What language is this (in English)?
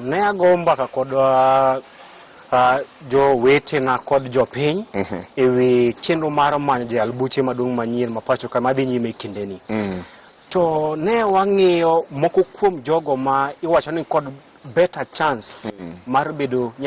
Luo (Kenya and Tanzania)